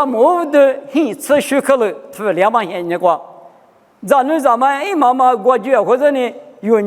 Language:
Lisu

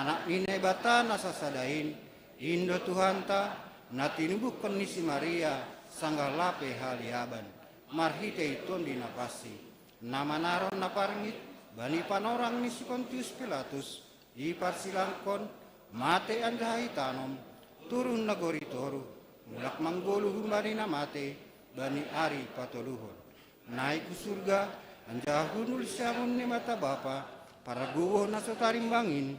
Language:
Batak Simalungun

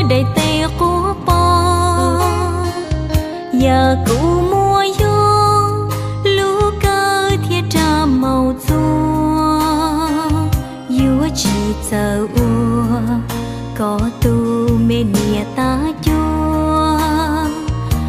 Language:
Hmong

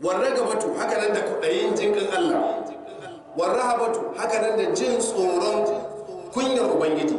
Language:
Hausa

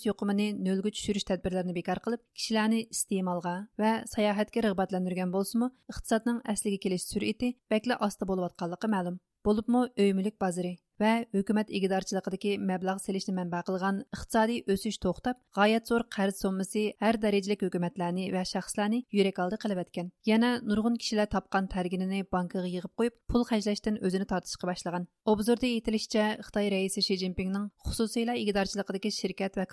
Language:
Uyghur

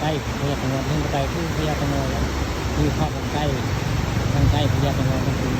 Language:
Northeastern Thai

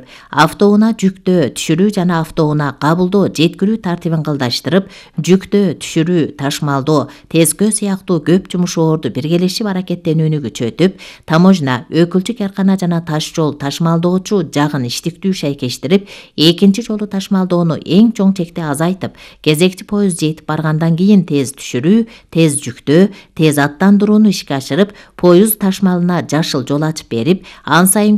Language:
Kyrgyz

